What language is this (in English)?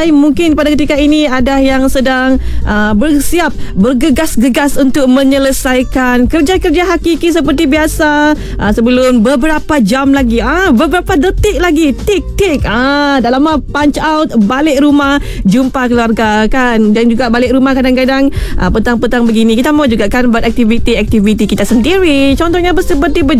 Malay